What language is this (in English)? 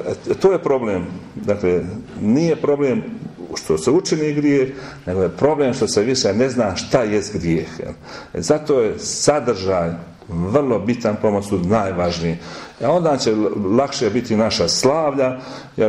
Croatian